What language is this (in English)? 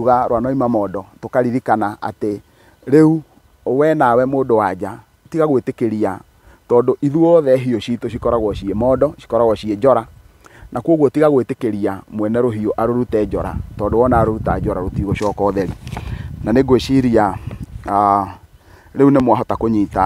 Kikuyu